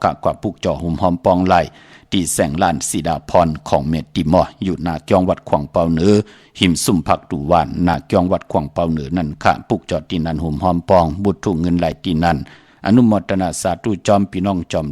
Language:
Shan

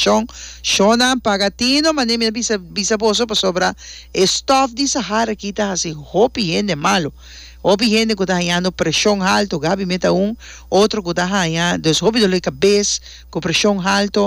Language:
Papiamento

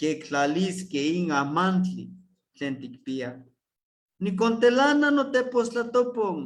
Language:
Eastern Huasteca Nahuatl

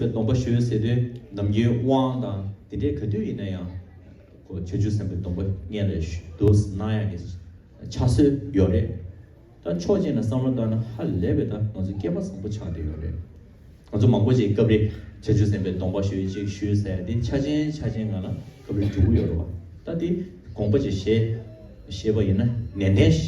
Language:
Tibetan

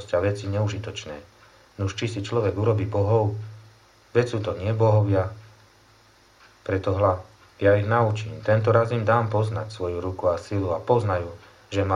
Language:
Slovak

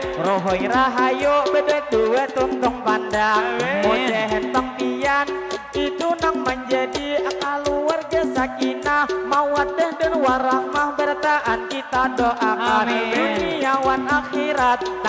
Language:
Banjar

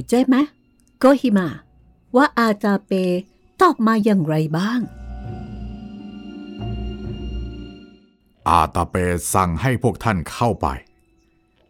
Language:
Thai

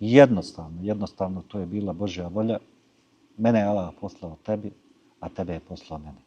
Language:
Bosnian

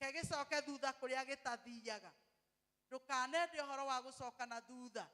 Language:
Kikuyu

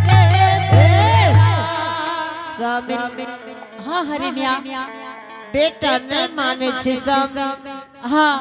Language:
Angika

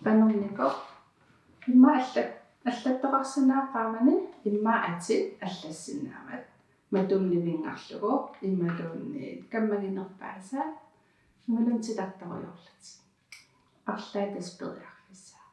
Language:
Kalaallisut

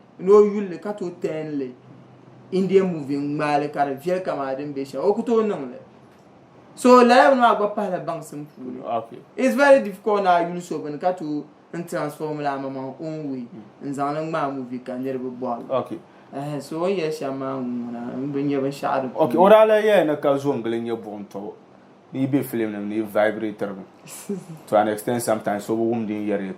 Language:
Dagbani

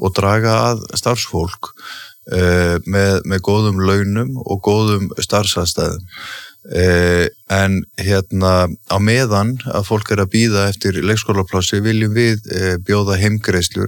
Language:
Icelandic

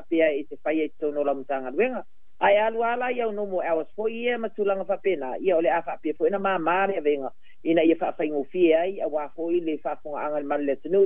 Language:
Samoan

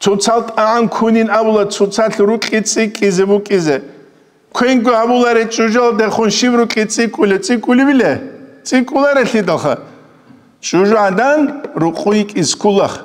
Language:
Avaric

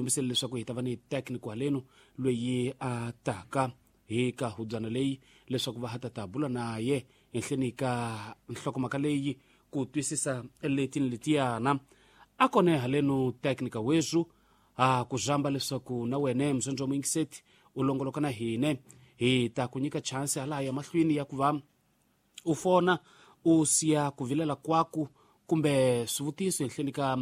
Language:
Tsonga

